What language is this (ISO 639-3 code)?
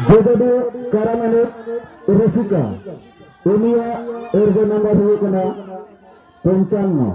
sat